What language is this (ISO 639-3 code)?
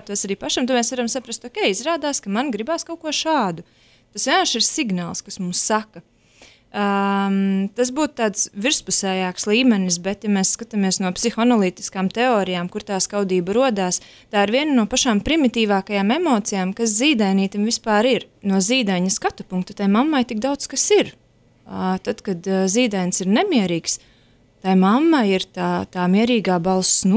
lav